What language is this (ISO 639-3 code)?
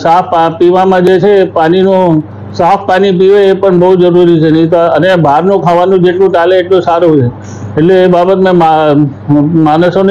guj